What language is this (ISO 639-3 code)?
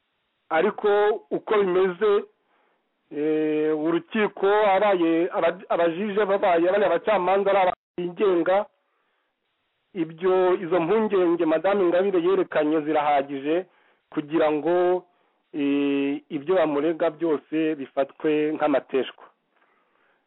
kin